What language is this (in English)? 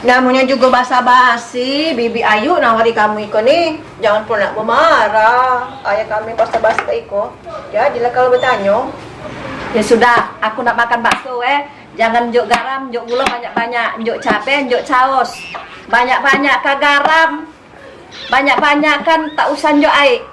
Musi